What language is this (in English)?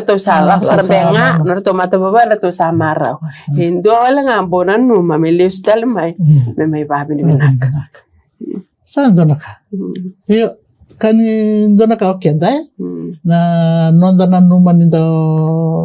Fijian